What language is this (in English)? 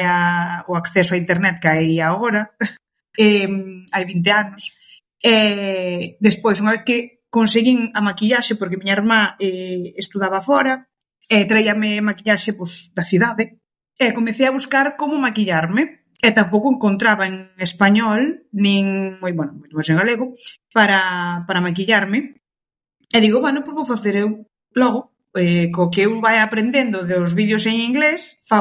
Galician